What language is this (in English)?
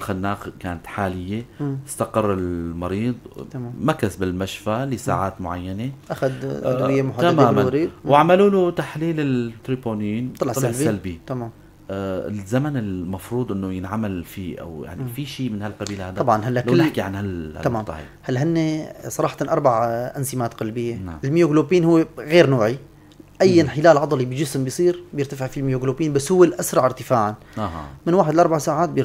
North Levantine Arabic